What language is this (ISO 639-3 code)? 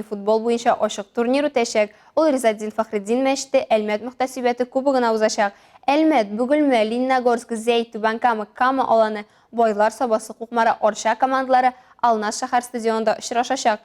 tat